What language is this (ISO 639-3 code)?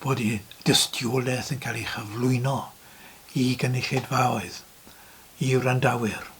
cym